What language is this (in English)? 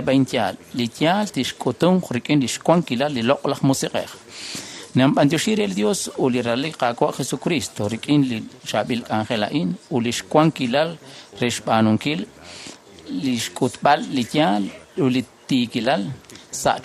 Kekchí